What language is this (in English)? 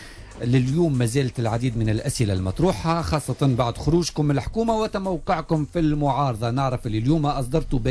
Tunisian Arabic